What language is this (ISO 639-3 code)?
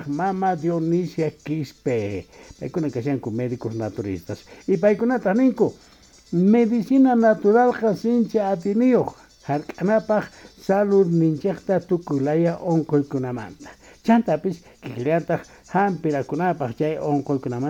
que